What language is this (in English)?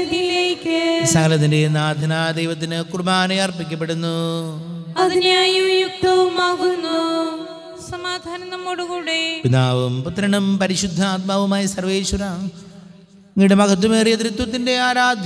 Malayalam